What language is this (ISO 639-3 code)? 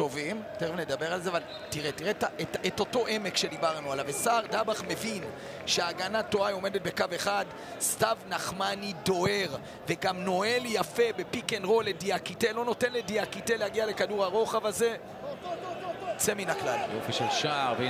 heb